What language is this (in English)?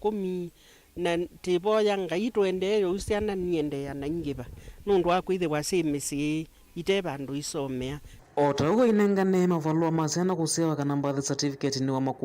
Kamba